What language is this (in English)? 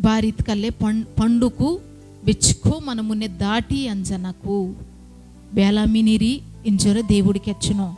Koya